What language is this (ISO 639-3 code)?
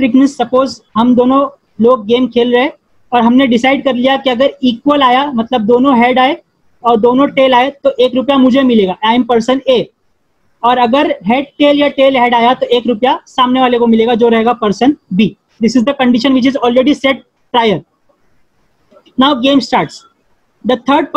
hin